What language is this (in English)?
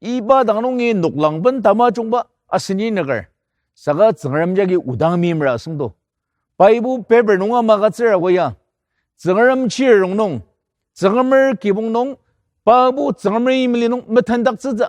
Ao Naga